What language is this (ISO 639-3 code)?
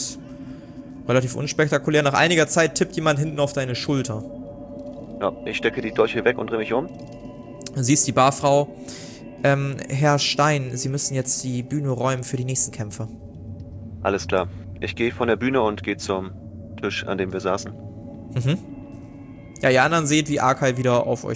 deu